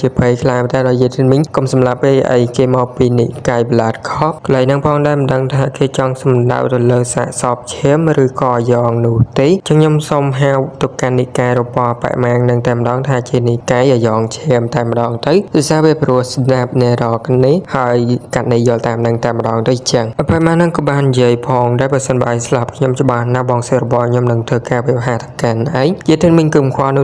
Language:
Khmer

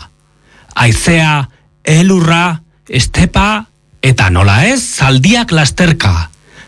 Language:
Basque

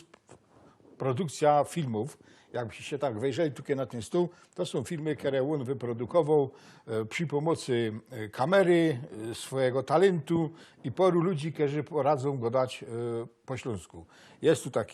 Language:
Silesian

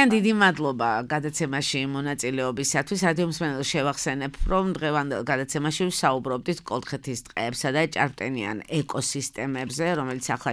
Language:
Georgian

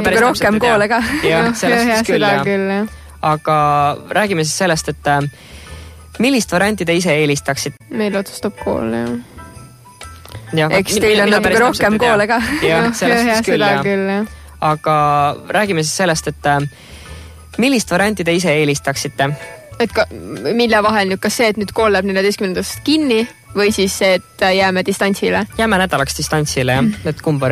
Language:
Estonian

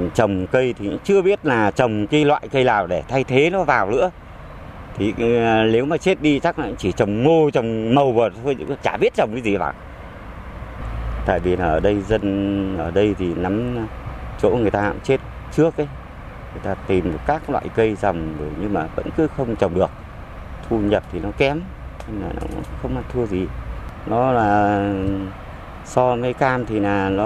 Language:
Vietnamese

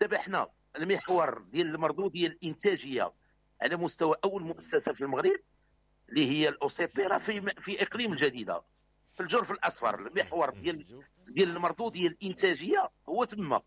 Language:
Moroccan Arabic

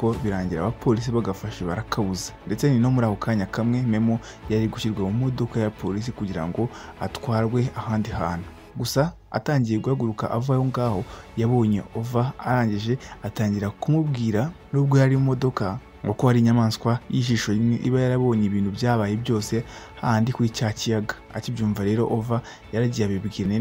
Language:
Kinyarwanda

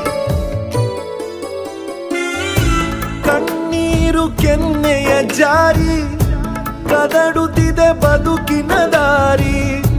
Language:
Kannada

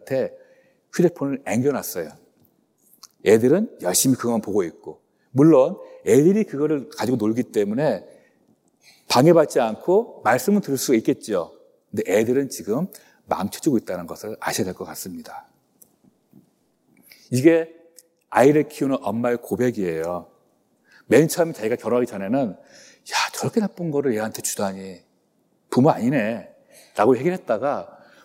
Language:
Korean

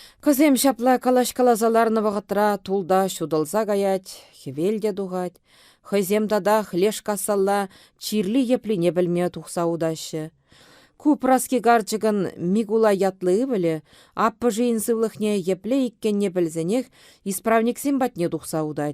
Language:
Chuvash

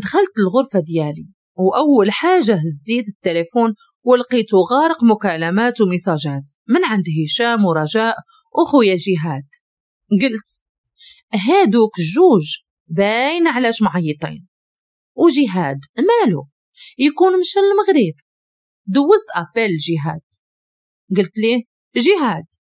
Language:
Moroccan Arabic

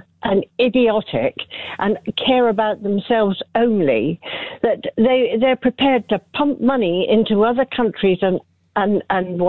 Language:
English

